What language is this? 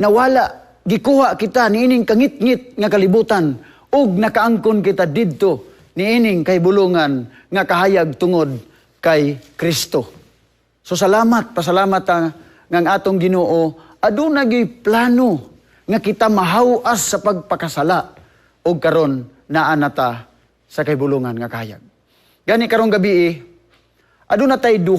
Cebuano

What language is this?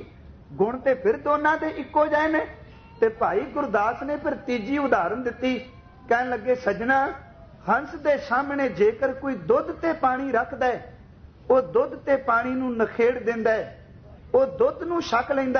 Punjabi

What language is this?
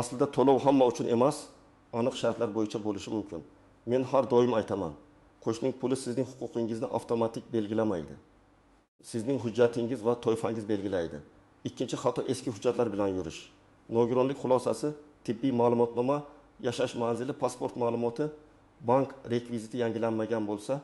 Uzbek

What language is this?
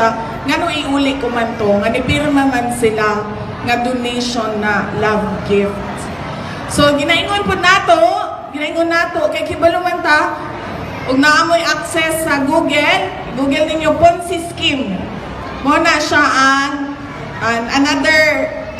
Cebuano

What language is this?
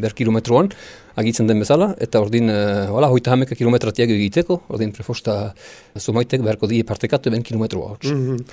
Basque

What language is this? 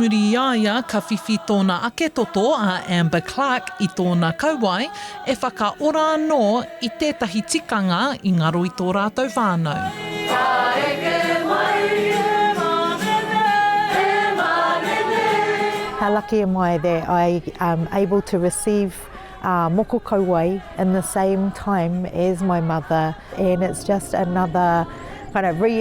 Māori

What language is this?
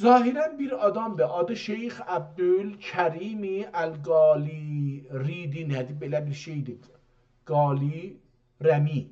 South Azerbaijani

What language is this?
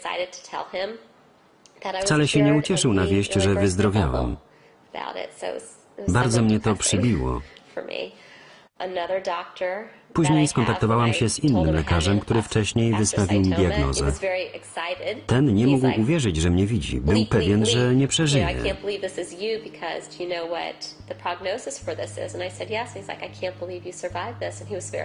Polish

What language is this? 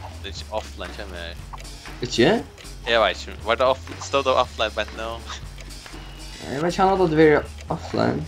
Faroese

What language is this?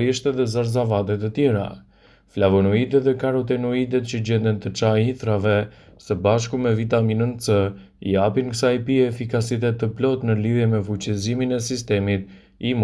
Albanian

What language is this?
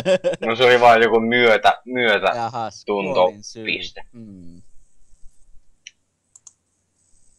Finnish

